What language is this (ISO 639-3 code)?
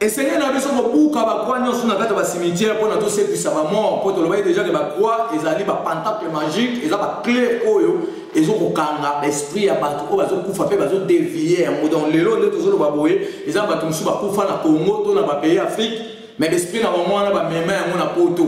lin